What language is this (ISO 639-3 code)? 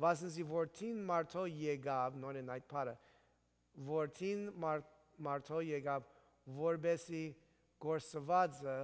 hye